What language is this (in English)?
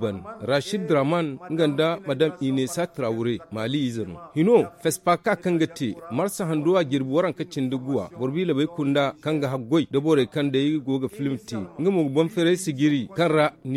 Zarma